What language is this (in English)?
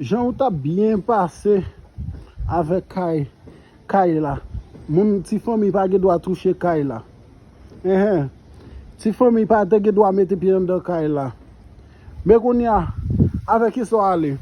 Haitian Creole